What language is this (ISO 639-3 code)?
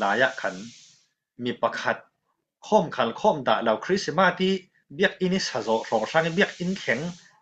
cfm